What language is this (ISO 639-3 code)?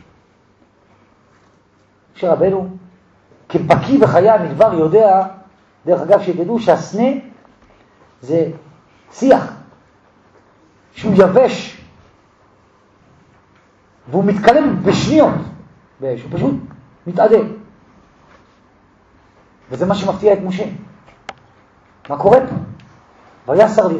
heb